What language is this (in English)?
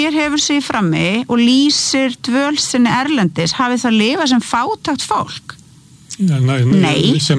Icelandic